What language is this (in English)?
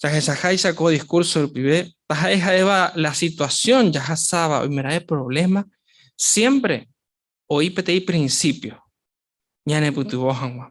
Guarani